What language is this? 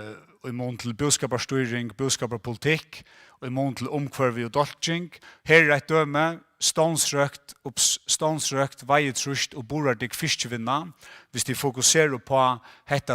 Faroese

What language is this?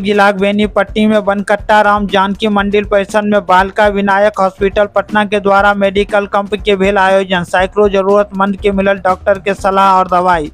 Maithili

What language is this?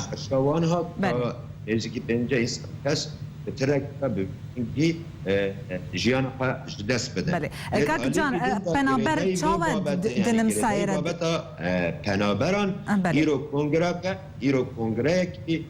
Kurdish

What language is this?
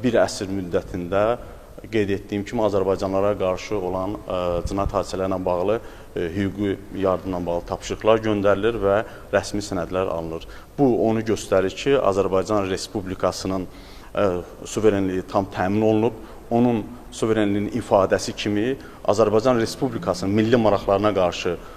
Azerbaijani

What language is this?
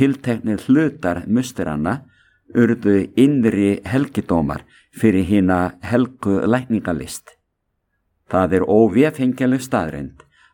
Icelandic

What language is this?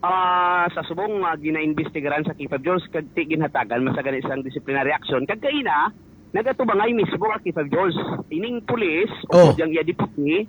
Hiligaynon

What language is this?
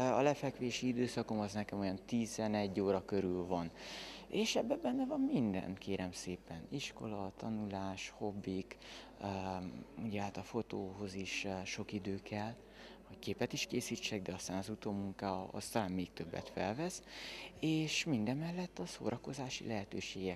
Hungarian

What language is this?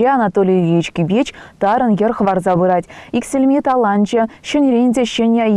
Chuvash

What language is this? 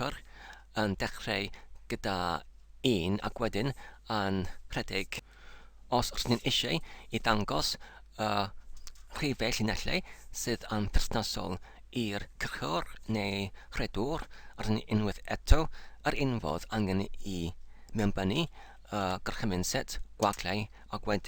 Welsh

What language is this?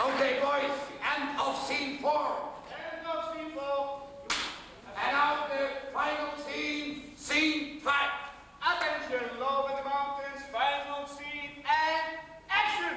Limburgish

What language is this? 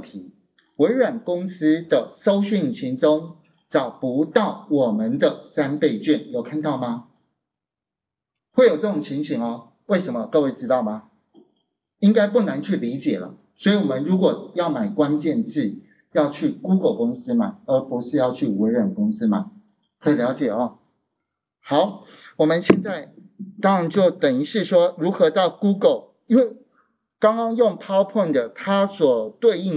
Chinese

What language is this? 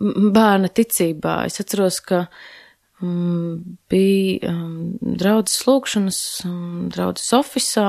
Latvian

